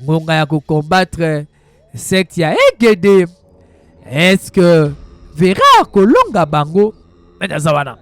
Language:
Lingala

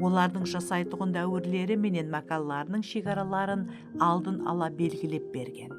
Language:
Kara-Kalpak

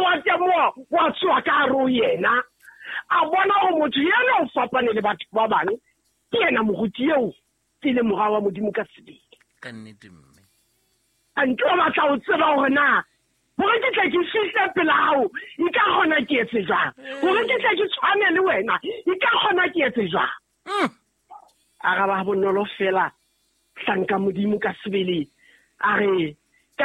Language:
Southern Sotho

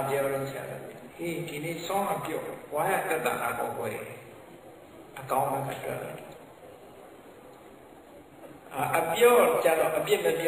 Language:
Burmese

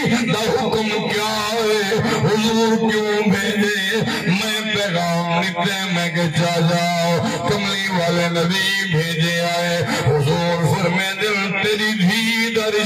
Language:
Saraiki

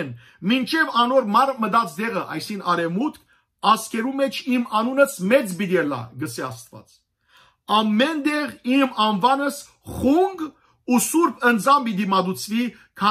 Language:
Western Armenian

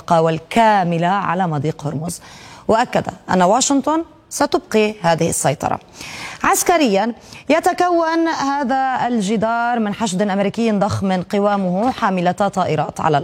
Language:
Arabic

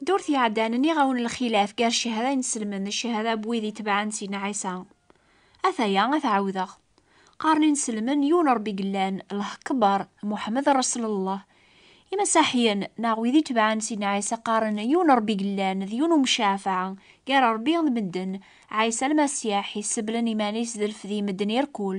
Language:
Kabyle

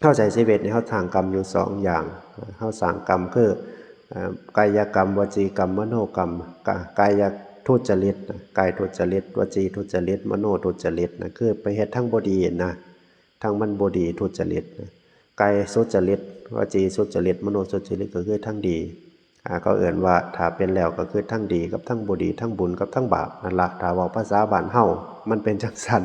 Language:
Northeastern Thai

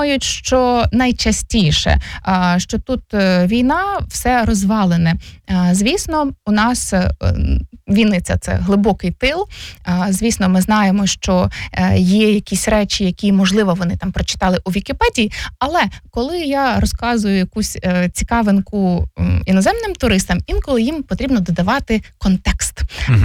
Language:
Ukrainian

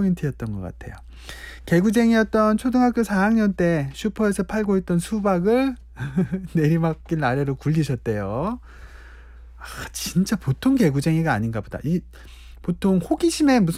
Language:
Korean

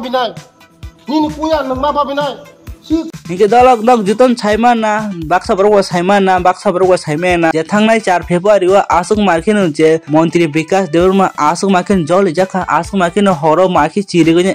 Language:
Kok Borok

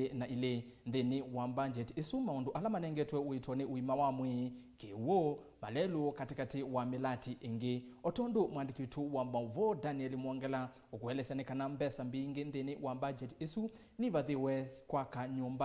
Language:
Kamba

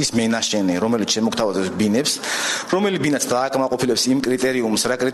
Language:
Georgian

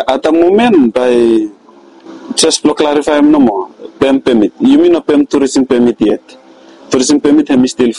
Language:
Bislama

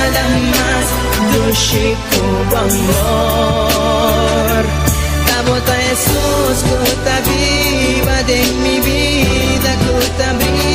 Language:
Papiamento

